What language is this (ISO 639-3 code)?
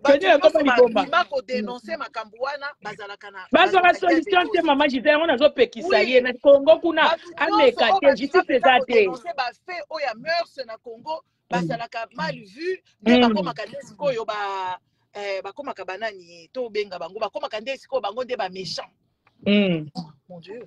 lin